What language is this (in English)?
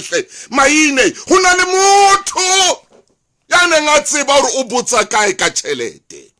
Southern Sotho